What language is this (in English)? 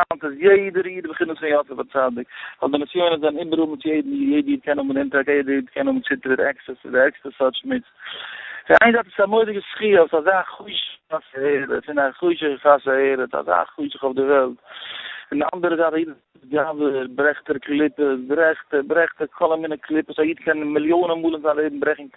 Yiddish